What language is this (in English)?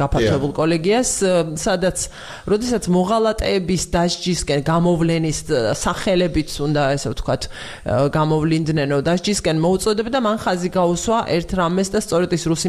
Georgian